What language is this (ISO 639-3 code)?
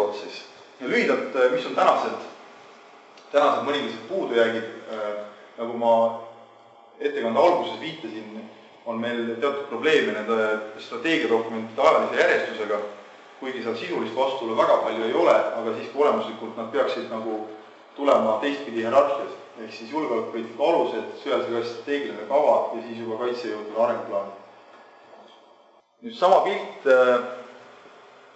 est